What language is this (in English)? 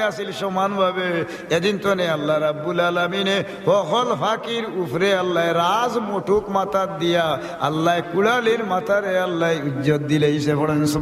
Sylheti